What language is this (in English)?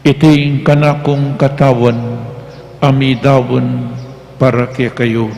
Pampanga